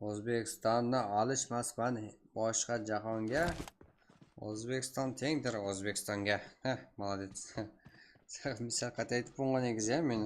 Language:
Kara-Kalpak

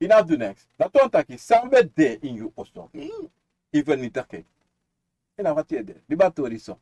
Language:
Sranan Tongo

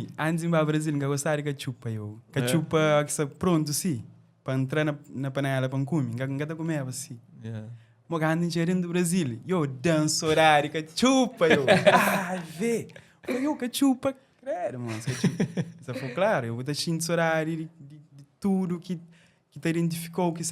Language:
Kabuverdianu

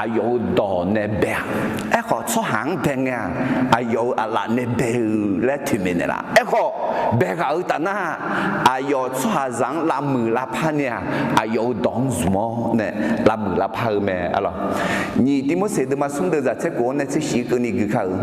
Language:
Akha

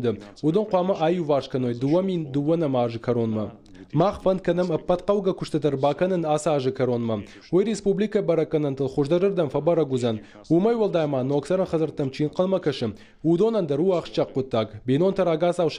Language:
Ossetic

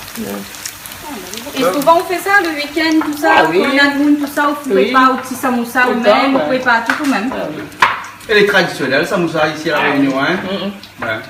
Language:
Réunion Creole French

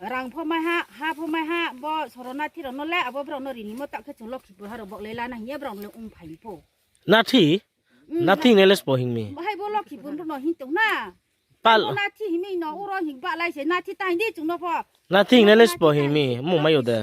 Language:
Riang (India)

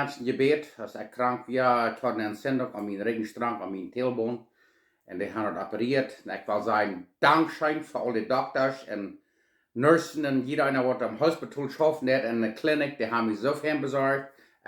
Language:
Plautdietsch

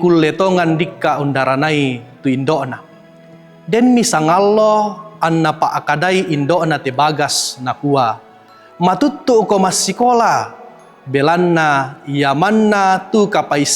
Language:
Toraja-Sa'dan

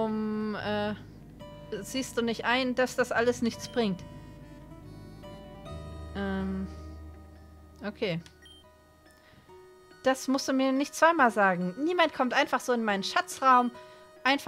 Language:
German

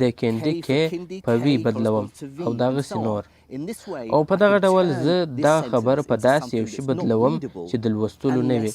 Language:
Pashto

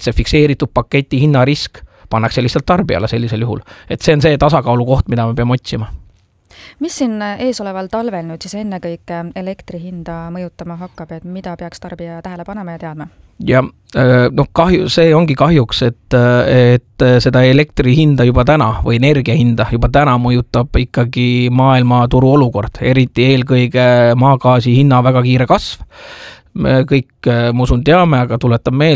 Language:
Estonian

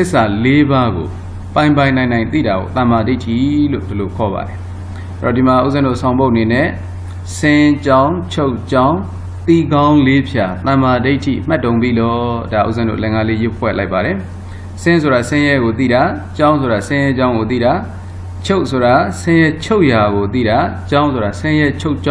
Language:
Burmese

